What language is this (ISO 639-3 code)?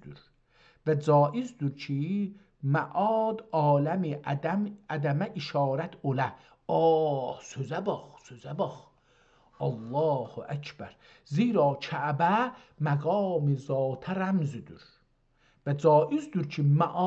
azb